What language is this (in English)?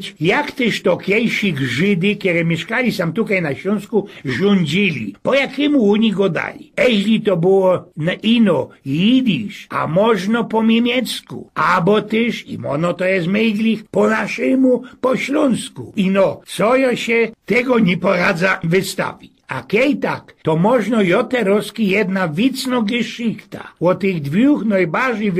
Silesian